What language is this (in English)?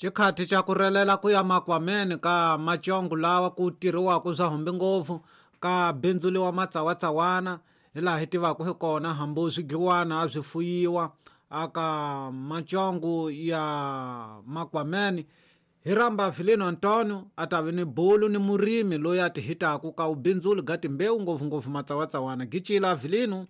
Tsonga